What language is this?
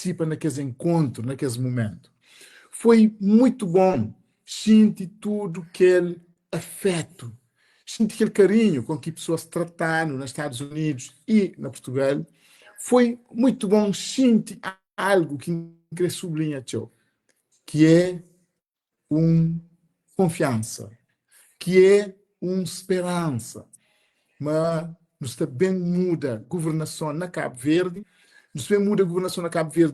Kabuverdianu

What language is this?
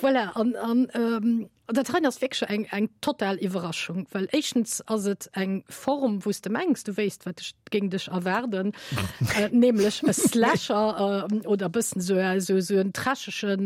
Luxembourgish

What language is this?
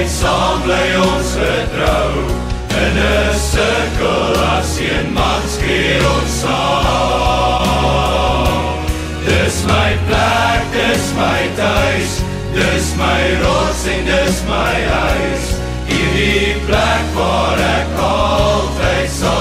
Afrikaans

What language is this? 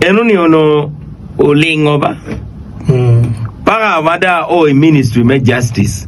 Acoli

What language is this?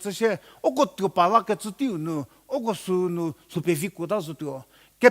Angami Naga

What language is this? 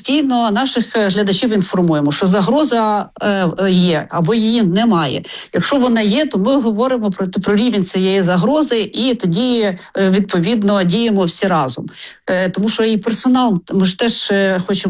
Ukrainian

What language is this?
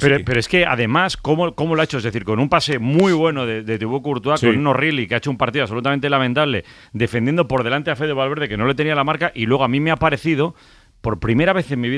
Spanish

